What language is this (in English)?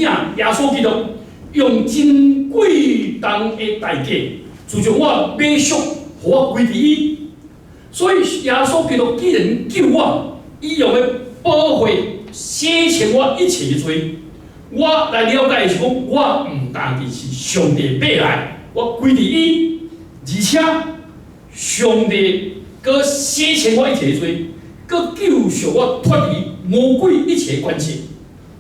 Min Nan Chinese